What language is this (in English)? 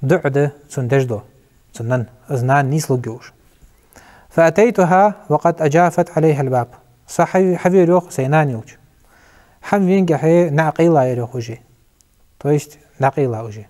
Ingush